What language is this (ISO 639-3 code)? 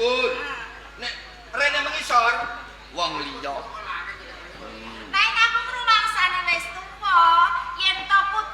jav